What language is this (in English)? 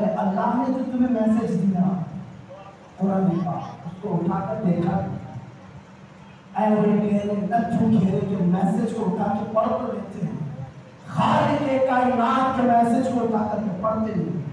Urdu